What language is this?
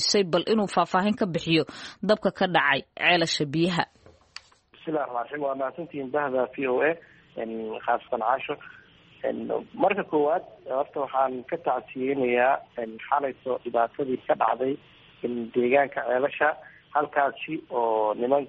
Somali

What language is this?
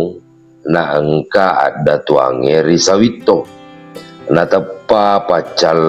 Buginese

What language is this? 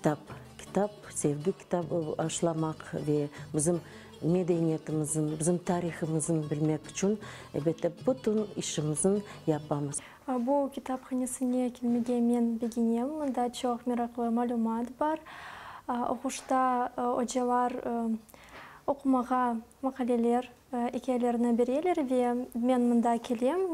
Crimean Tatar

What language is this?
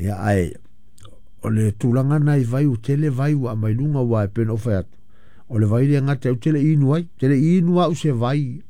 Samoan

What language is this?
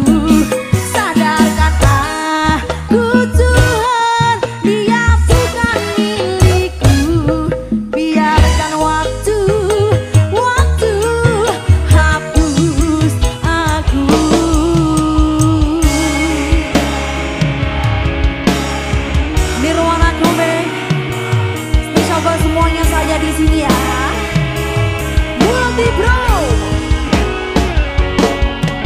Indonesian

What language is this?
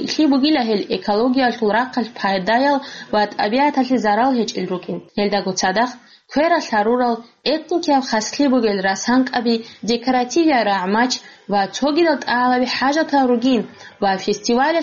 Avaric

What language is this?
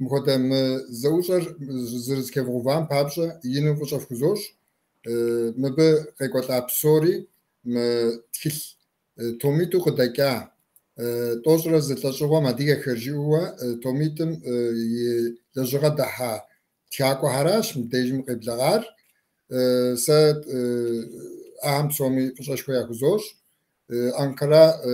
Kabardian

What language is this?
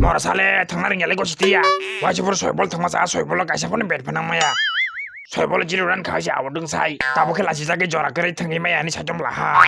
Kok Borok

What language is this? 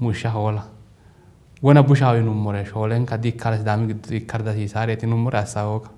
Sidamo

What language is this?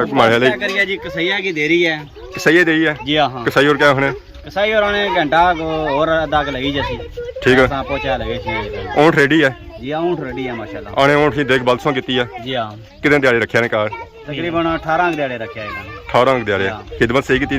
Pahari-Potwari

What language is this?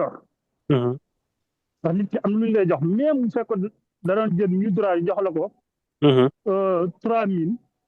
Wolof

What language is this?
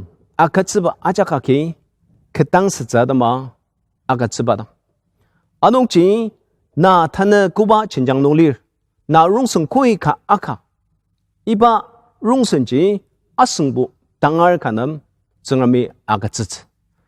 Ao Naga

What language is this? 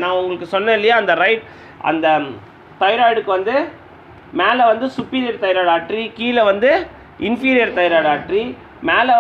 Tamil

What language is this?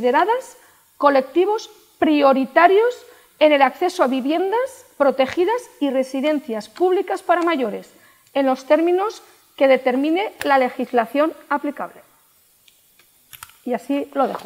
Spanish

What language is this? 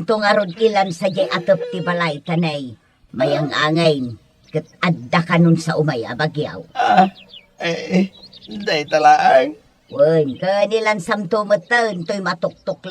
Iloko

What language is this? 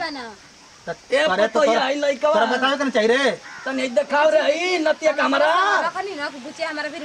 Bhojpuri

